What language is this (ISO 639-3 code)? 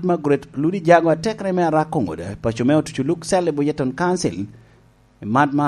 laj